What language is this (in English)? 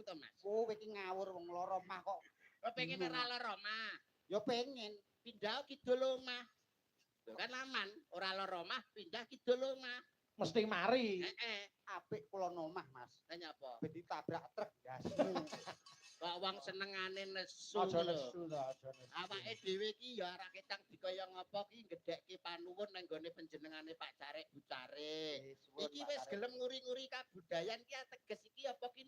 Javanese